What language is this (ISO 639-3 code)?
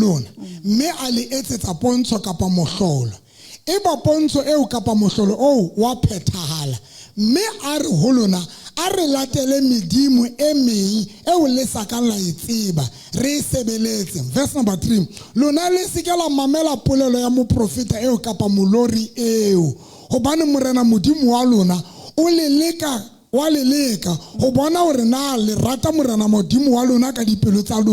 sot